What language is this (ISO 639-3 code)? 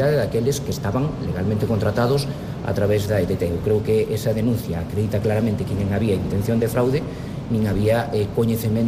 glg